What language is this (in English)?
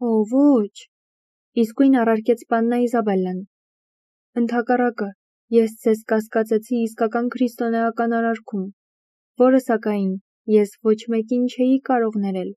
Armenian